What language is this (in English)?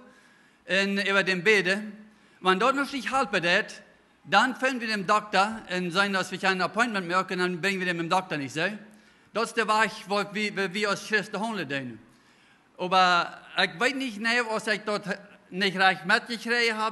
Plautdietsch